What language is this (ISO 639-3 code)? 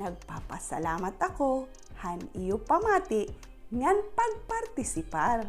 war